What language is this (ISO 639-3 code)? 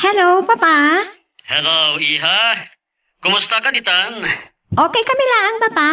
ilo